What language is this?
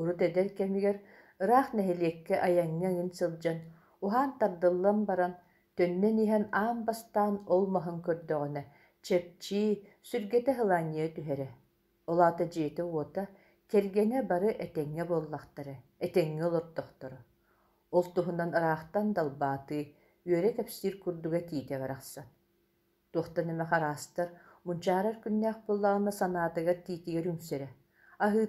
Yakut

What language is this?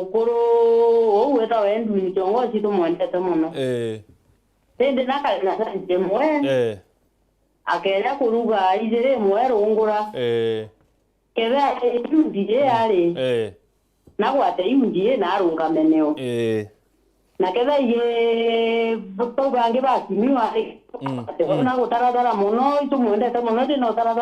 Meru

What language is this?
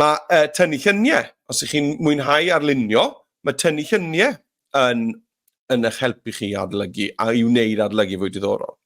Welsh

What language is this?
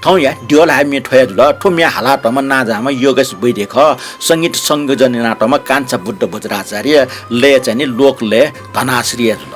Newari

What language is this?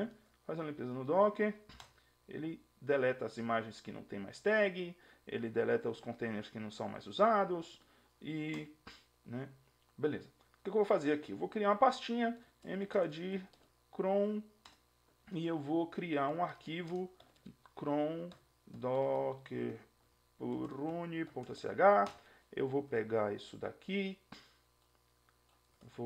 Portuguese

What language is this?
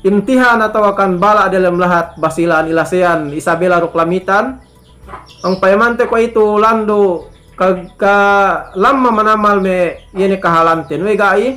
Yakan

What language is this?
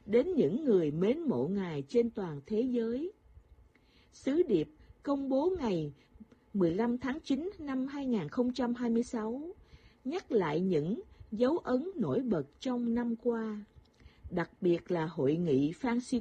Vietnamese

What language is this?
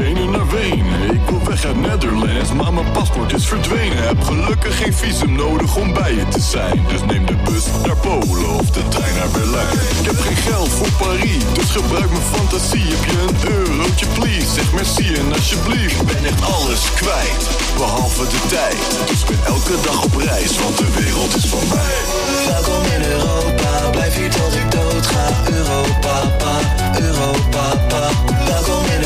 Dutch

